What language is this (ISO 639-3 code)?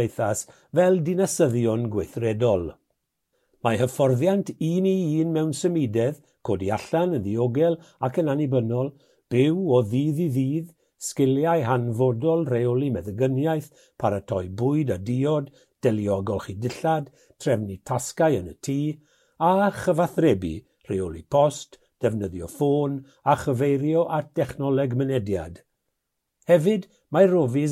cym